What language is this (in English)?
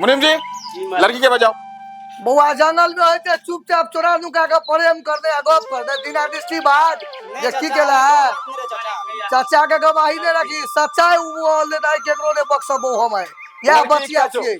Maithili